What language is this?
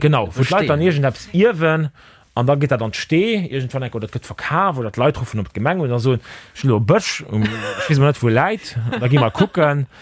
Luxembourgish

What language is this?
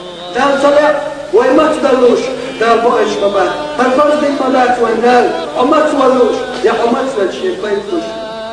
Chechen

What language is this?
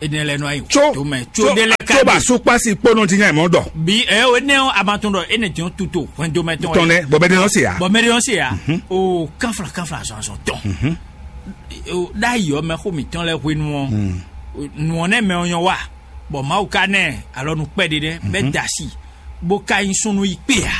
Fon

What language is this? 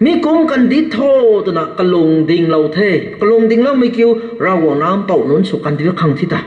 Rongmei Naga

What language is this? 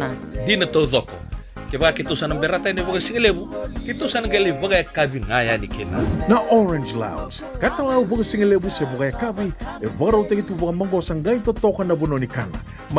Fijian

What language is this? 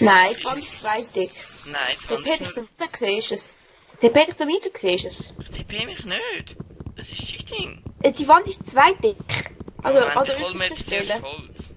Swiss German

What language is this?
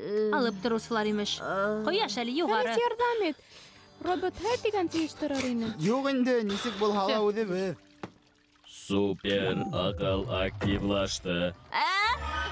Bashkir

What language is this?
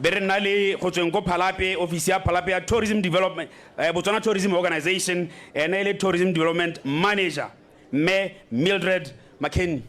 Tswana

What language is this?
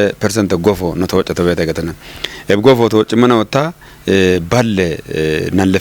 Kafa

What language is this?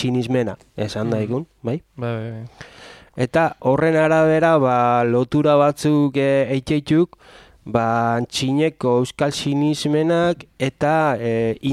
Basque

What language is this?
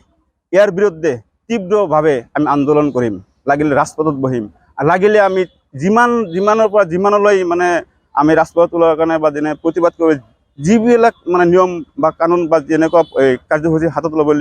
Assamese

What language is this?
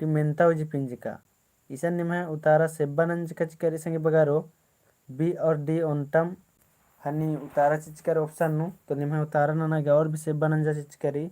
Kurukh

